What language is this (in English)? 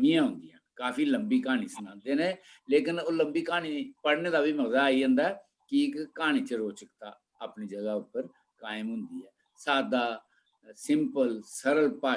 Dogri